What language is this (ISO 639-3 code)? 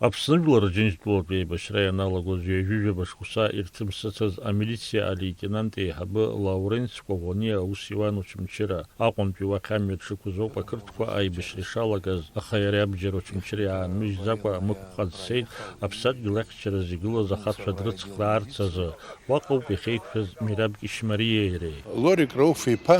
abk